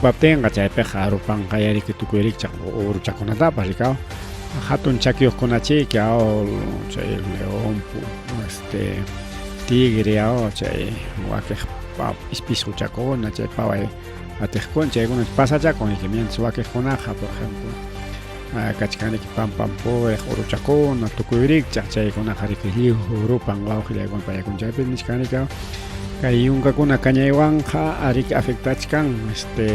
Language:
Ayacucho Quechua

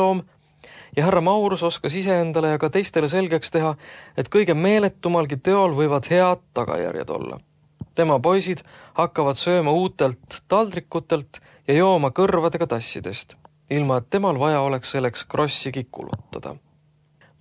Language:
Estonian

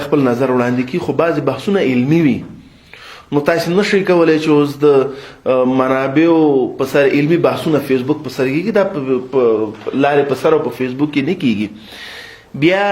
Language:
Pashto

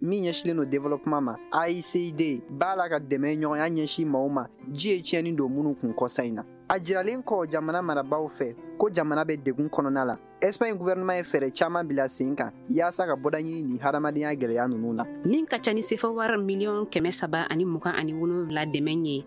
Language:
Bambara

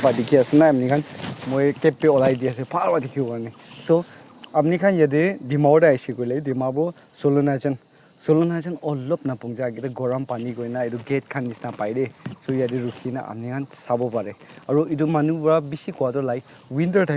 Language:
Naga Pidgin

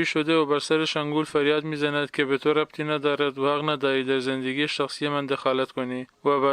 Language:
Tajik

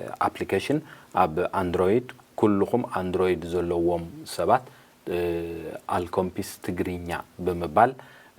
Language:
Tigrinya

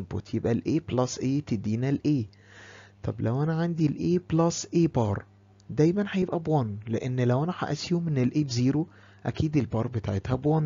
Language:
Egyptian Arabic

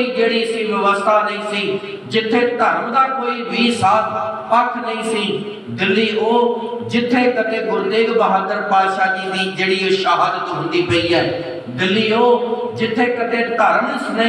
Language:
Punjabi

